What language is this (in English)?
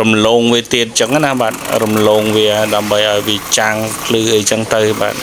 Khmer